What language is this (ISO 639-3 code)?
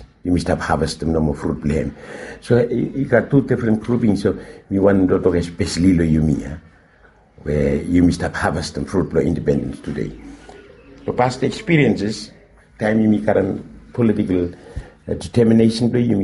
bis